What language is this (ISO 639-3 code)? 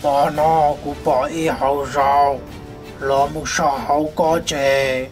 hmn